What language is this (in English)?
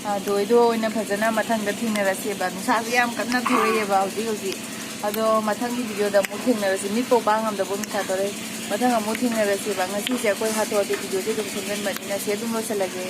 Manipuri